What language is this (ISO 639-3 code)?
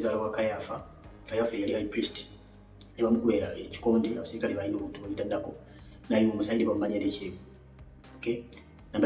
lug